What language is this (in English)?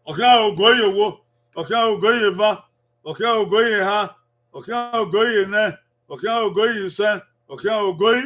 Bini